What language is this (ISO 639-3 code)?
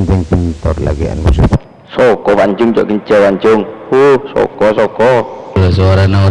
mad